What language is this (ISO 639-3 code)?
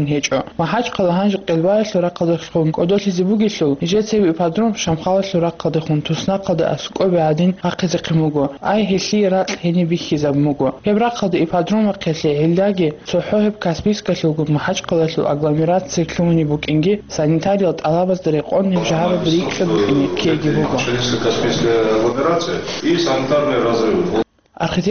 ava